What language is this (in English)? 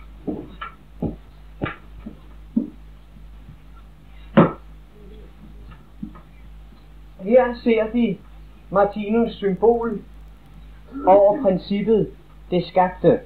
Danish